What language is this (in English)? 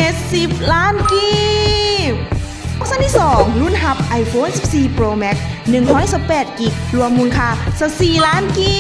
Lao